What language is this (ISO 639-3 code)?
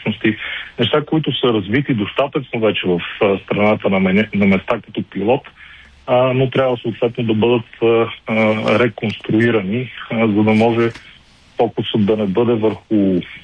bul